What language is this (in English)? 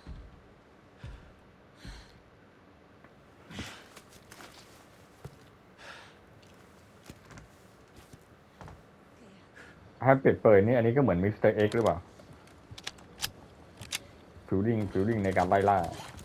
Thai